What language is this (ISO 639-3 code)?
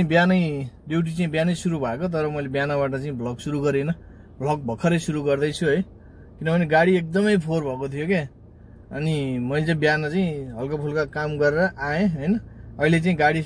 nep